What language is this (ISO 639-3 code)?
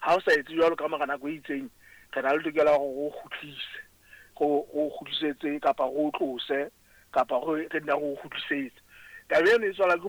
sot